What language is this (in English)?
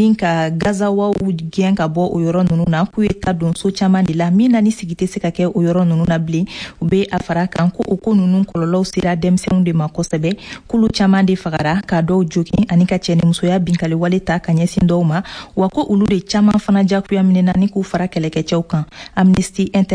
Bambara